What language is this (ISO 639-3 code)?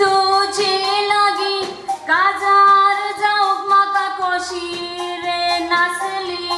kok